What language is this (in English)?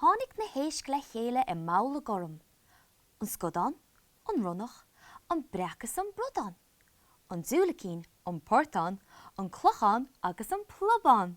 Irish